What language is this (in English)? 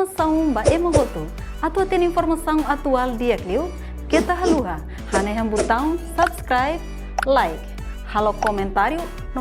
Tetum